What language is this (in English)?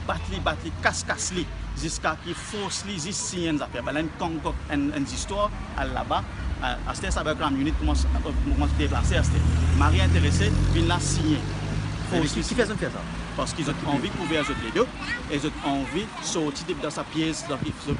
Morisyen